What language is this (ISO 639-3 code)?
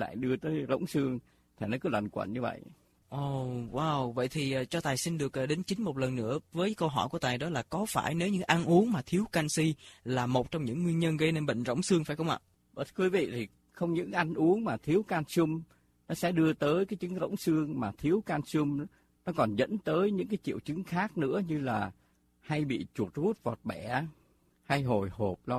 vie